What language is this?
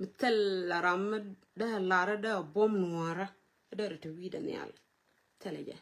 Nuer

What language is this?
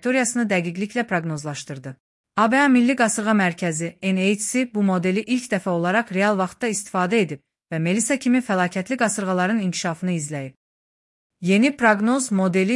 Azerbaijani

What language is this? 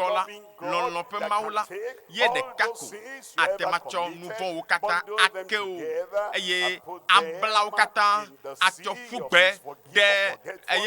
Ewe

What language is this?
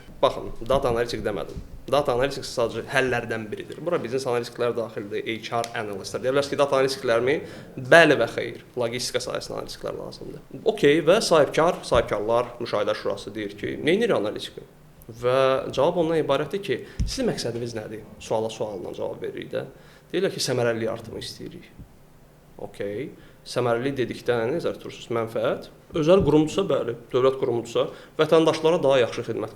Azerbaijani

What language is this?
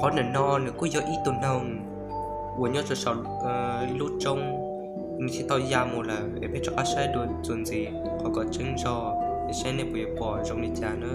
Hmong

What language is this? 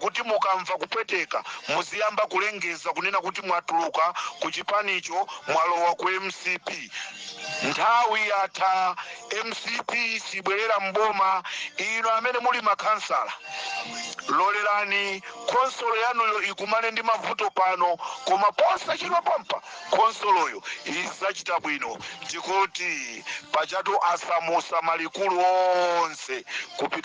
Nyanja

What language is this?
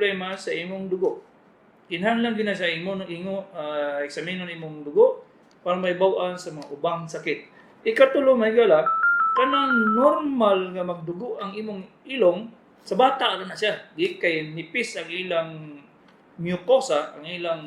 Cebuano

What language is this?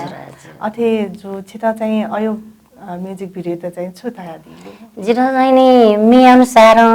Newari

